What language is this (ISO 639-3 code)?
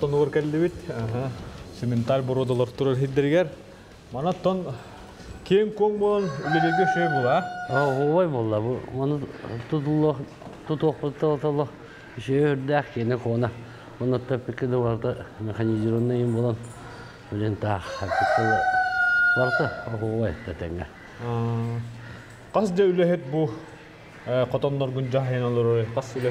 sah